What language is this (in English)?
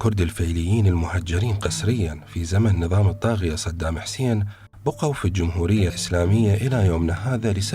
Mesopotamian Arabic